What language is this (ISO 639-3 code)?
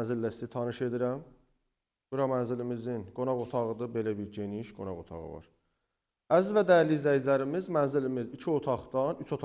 aze